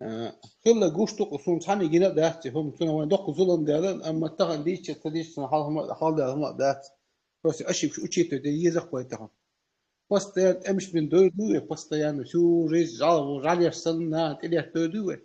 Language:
Chechen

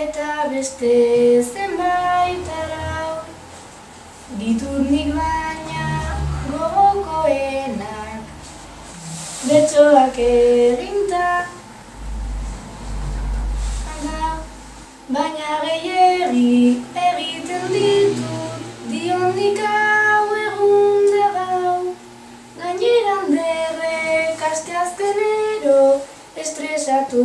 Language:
Basque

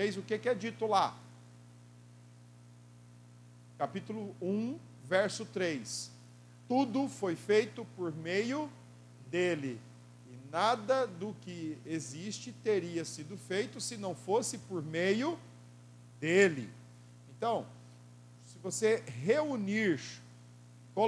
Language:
Portuguese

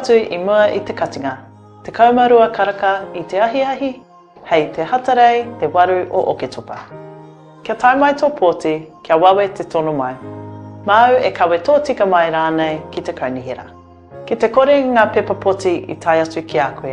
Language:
Māori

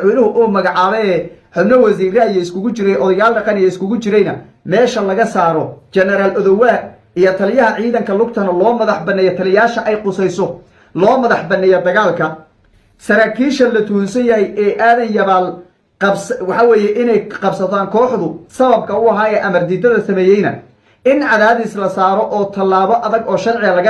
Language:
Somali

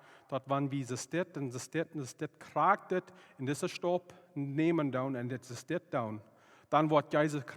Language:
Plautdietsch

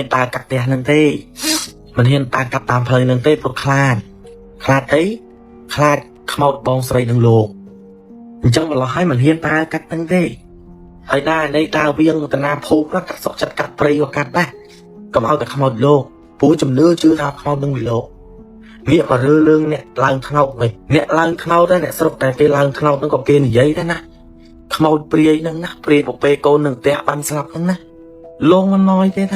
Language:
Khmer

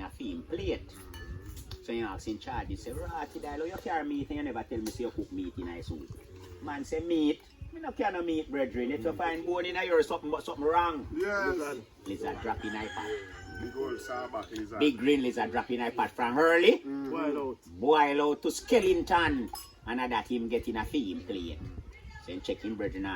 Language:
Jamaican Creole English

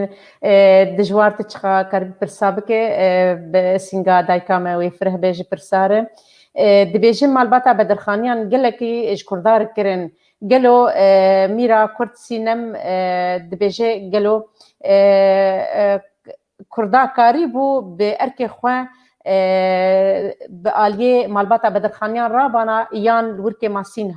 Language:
Kurdish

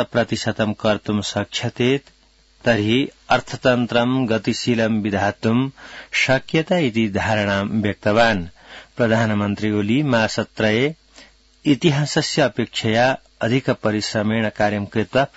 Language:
Sanskrit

